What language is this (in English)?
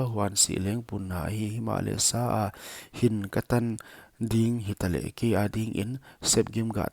Paite Chin